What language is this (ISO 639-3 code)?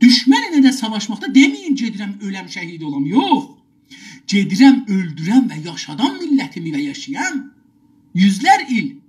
azb